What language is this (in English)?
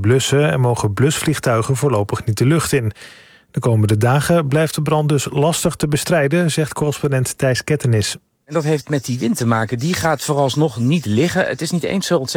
Dutch